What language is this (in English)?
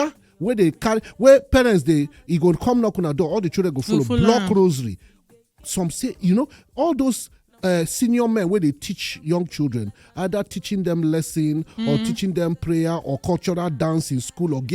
Nigerian Pidgin